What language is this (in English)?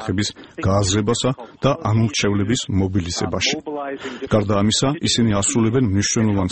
Georgian